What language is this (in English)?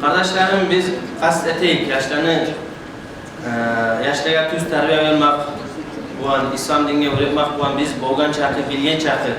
Kumyk